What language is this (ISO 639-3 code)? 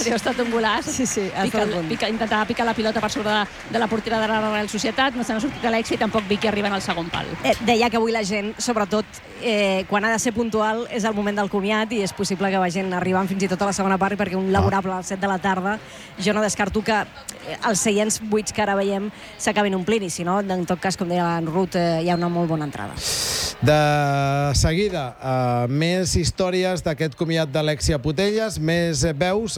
cat